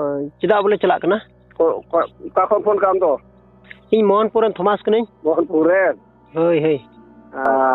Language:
Santali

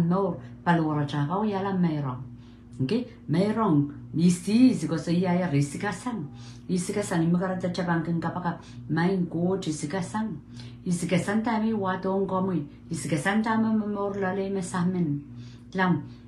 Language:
Pohnpeian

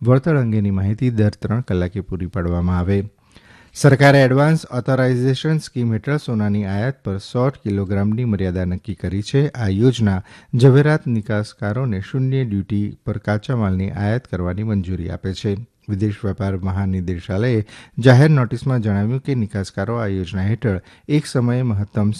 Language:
Gujarati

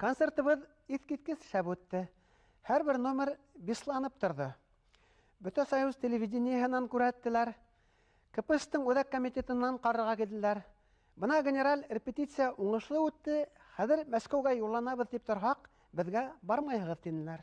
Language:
Bashkir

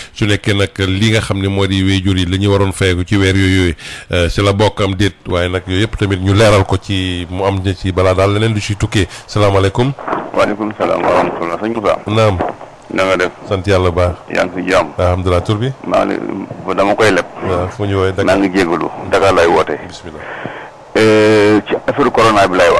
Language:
Wolof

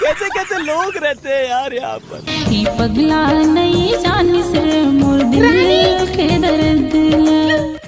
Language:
Chhattisgarhi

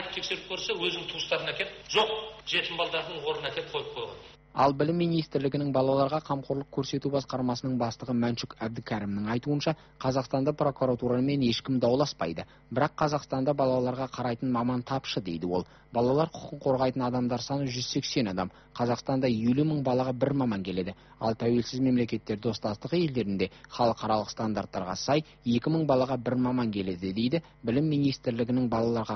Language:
Kazakh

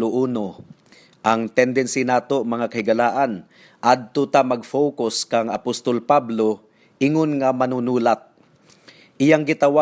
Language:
Cebuano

